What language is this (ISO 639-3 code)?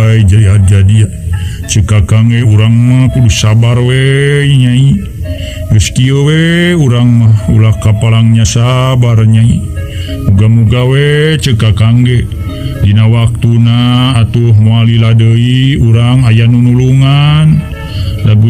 sun